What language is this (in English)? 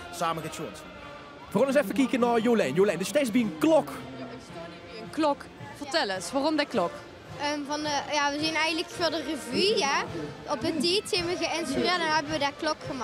Limburgish